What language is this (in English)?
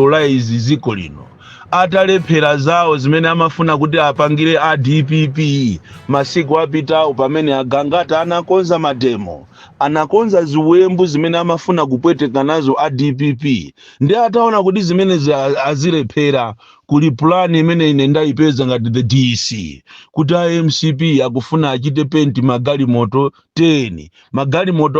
Nyanja